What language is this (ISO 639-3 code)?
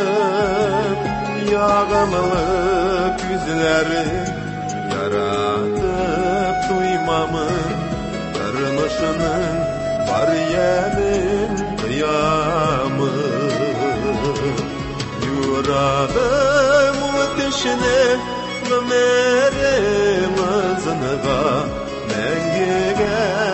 tat